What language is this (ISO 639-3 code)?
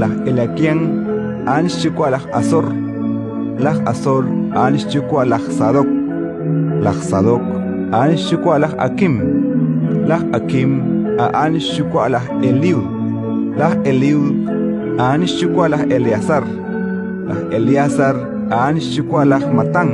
kek